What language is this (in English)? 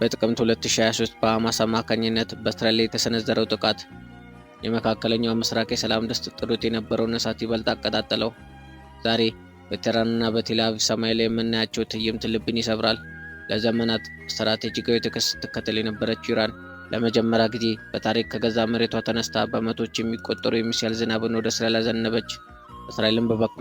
Amharic